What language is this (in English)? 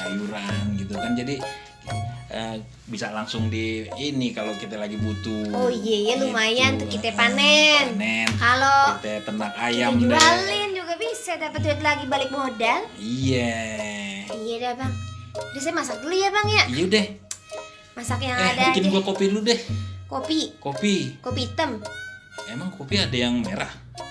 Betawi